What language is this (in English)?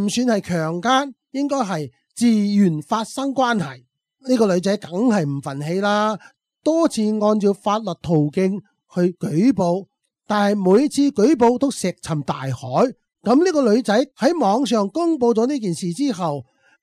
Cantonese